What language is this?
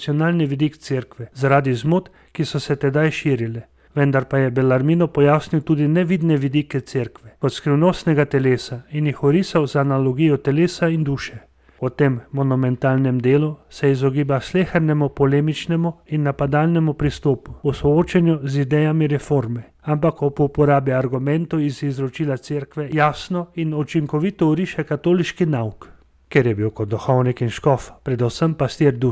Slovenian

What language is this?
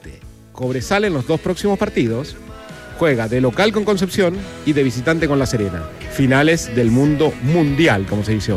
Spanish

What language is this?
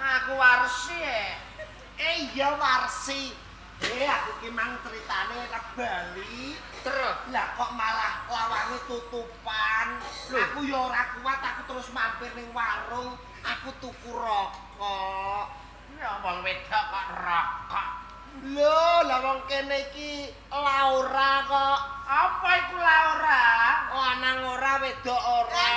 Javanese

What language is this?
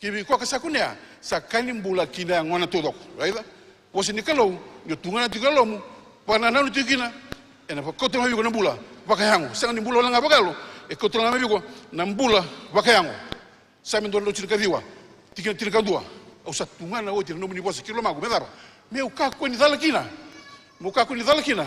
Fijian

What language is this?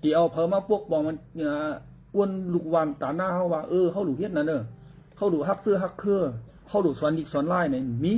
Shan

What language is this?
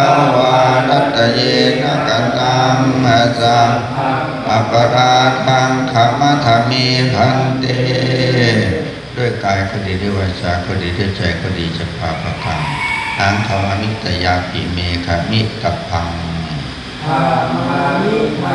Pali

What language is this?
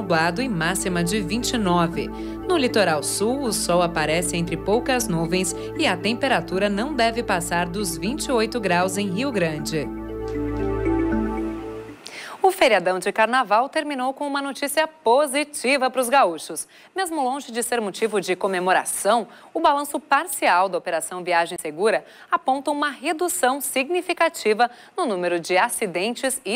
Portuguese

